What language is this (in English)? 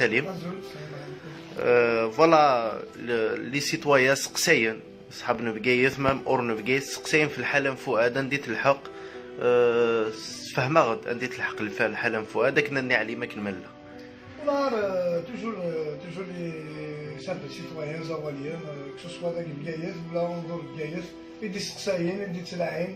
Kabyle